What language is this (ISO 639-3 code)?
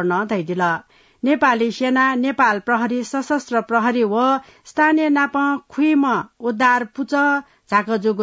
new